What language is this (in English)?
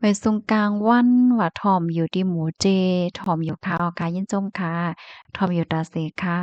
Shan